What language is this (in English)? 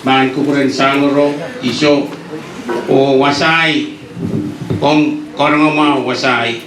Pohnpeian